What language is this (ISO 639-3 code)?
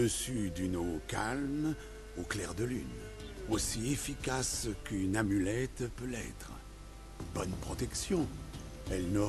fra